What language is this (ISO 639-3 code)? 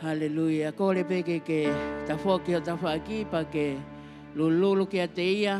ton